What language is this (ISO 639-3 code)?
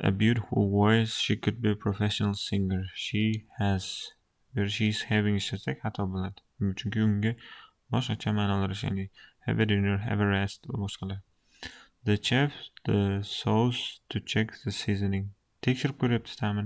uzb